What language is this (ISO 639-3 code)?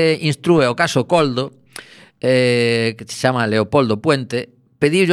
glg